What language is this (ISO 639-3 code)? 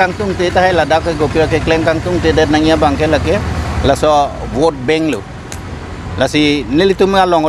mjw